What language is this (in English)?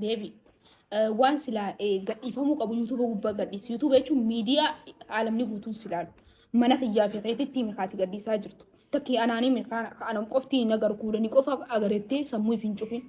Oromo